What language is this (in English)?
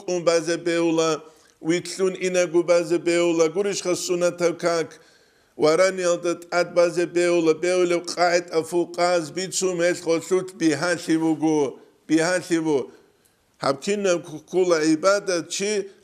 Avaric